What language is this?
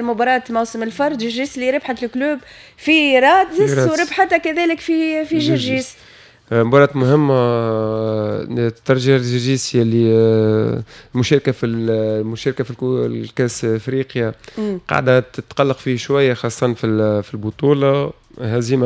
Tunisian Arabic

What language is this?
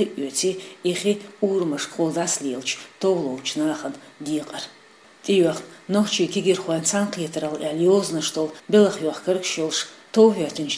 Chechen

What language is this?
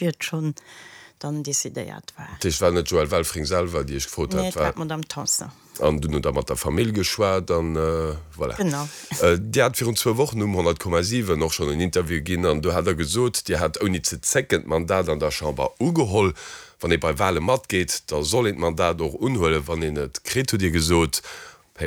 Luxembourgish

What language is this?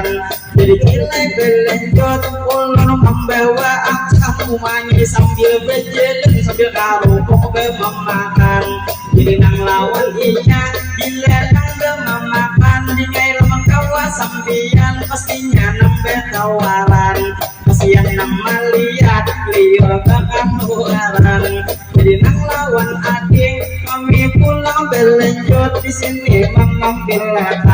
Banjar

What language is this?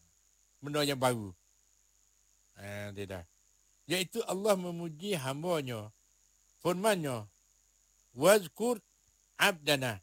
Malay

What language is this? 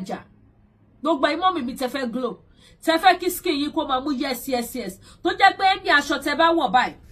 Yoruba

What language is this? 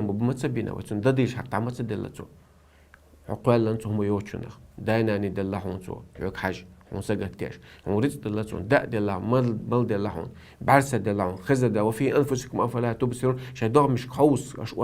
Chechen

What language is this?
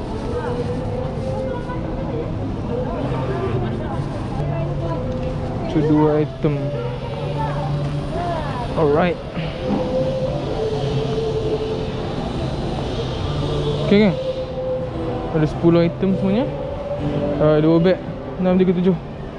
Malay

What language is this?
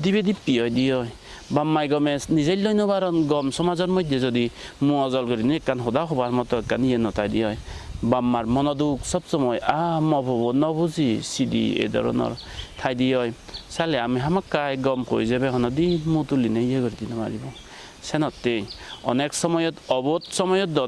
Chakma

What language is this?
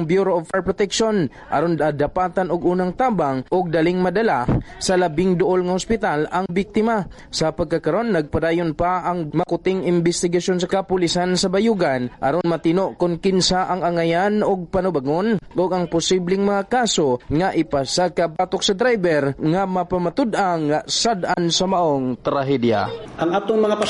Cebuano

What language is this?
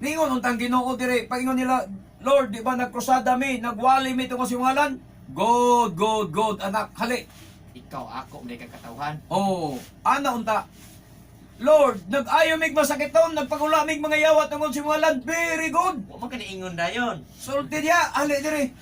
Cebuano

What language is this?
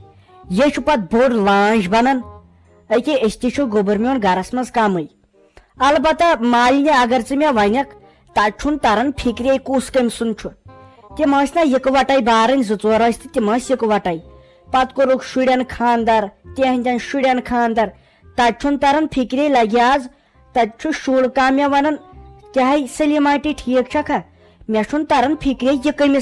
Kashmiri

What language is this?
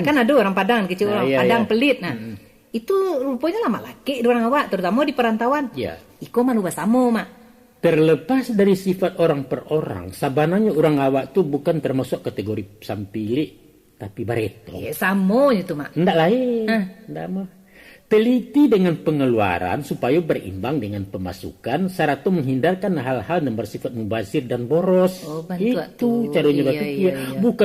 Minangkabau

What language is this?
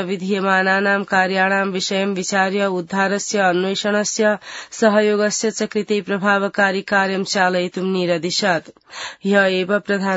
Sanskrit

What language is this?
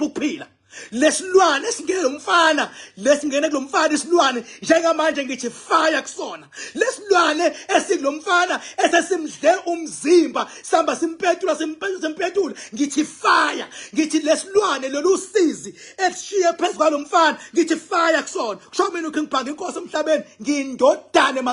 Zulu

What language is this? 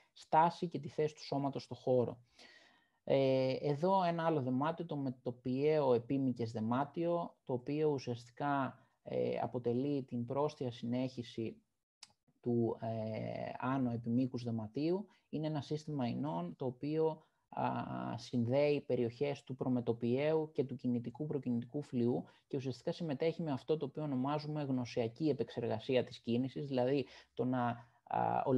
Greek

